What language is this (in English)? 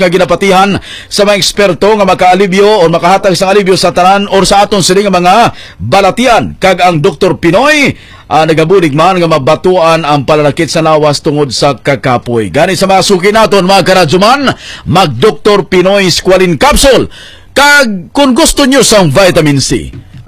Hiligaynon